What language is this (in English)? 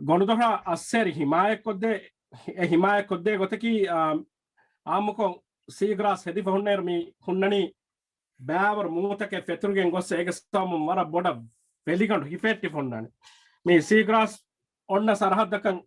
Divehi